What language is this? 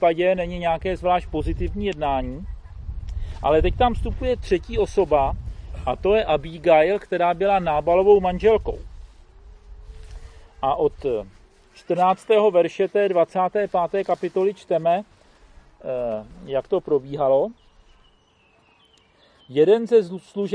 Czech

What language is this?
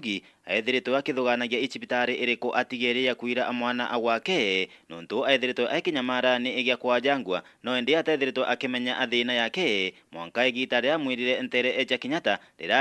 Meru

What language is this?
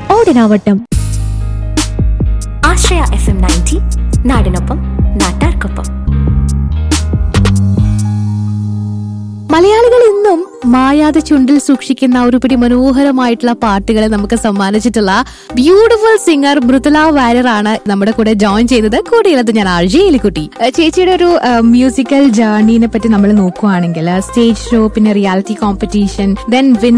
Malayalam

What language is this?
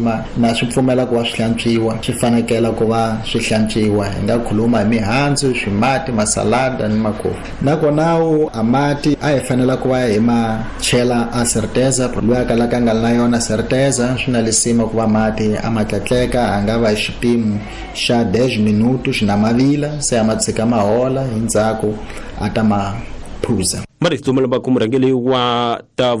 Tsonga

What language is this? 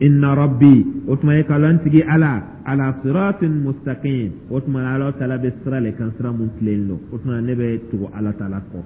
Dyula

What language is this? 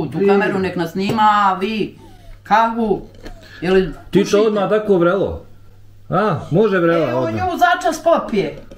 Bosnian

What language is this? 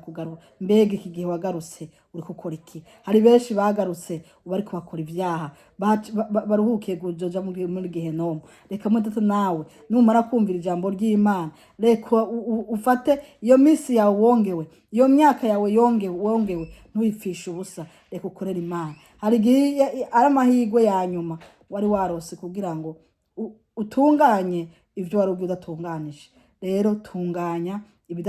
Rundi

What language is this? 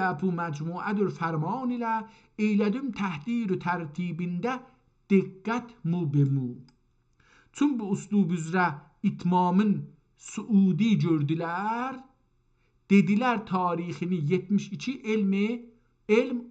South Azerbaijani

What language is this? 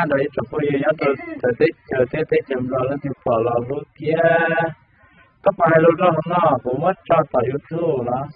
Hmong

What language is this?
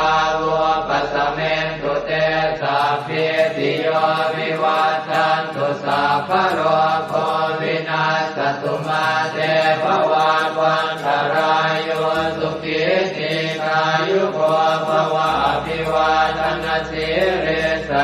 Pali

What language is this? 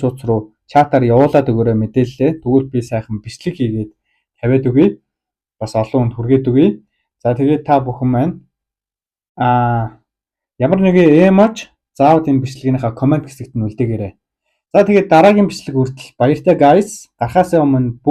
Mongolian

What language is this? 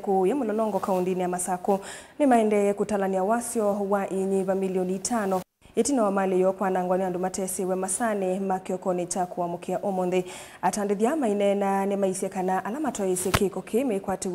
Kamba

